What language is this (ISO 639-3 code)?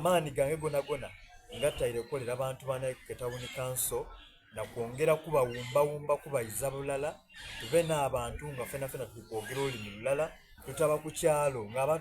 xog